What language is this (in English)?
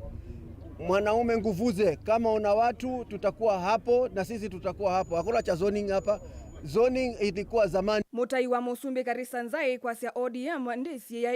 Kamba